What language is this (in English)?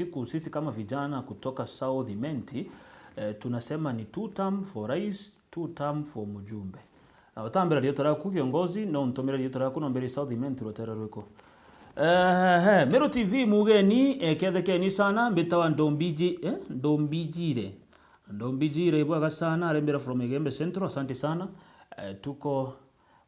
Meru